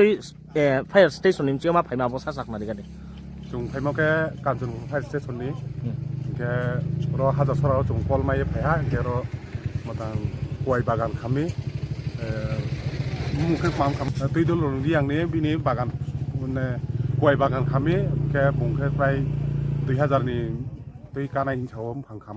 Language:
Riang (India)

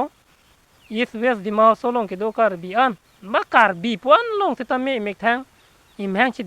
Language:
Karbi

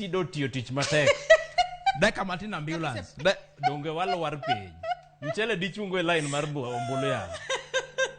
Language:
Luo (Kenya and Tanzania)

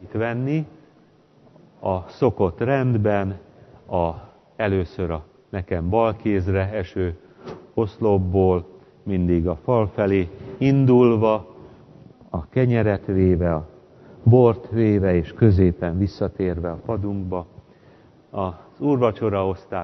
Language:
Hungarian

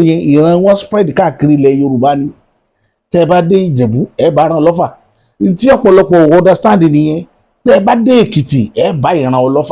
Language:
Yoruba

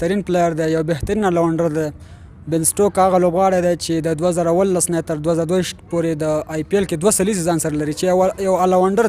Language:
Pashto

